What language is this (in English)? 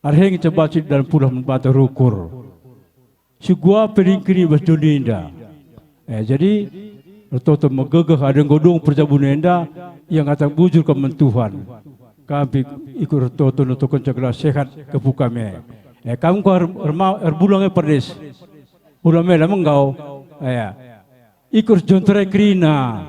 Batak Karo